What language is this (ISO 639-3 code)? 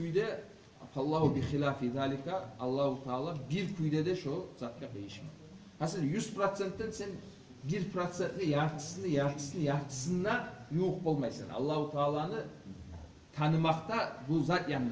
kum